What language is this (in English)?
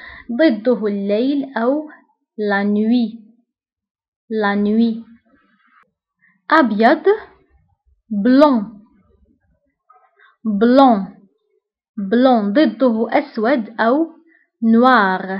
Arabic